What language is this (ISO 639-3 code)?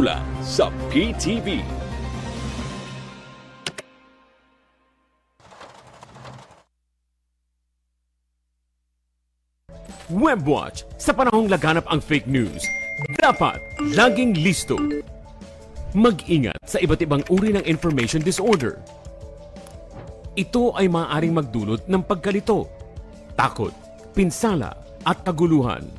fil